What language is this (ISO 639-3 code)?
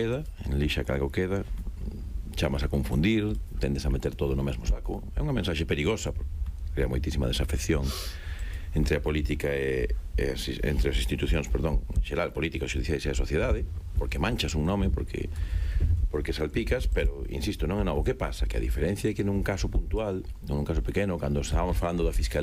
glg